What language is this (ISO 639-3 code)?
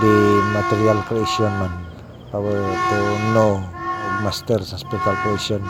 ceb